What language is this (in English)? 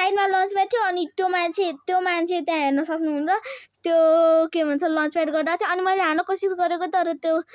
Nepali